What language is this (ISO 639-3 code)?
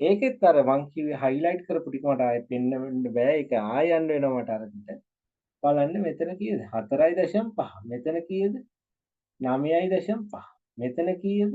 sin